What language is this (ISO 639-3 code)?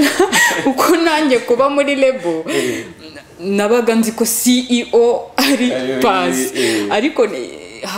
kin